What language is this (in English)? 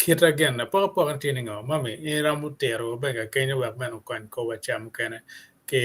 Acoli